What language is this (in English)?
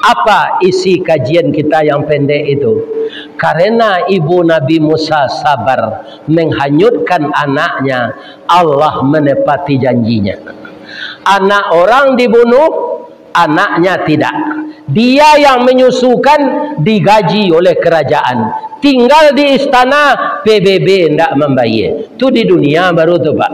Minangkabau